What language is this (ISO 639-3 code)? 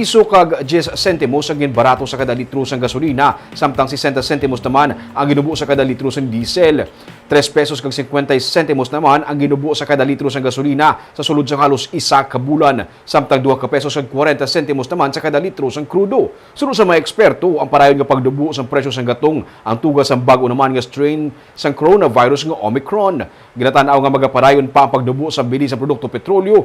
hil